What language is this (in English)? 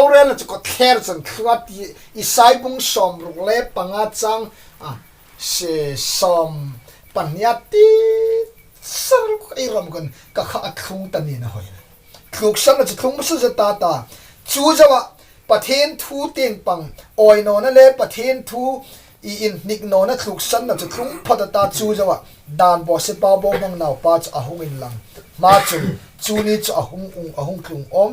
Hmar